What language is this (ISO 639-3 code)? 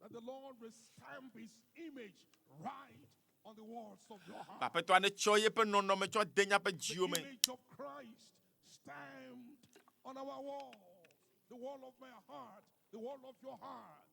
ewe